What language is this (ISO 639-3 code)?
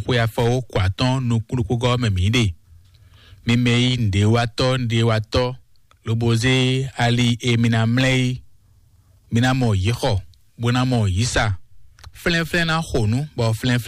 fon